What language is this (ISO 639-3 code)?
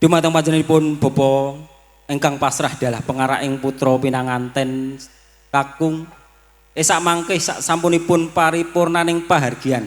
jav